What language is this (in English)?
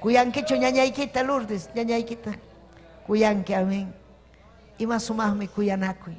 Ayacucho Quechua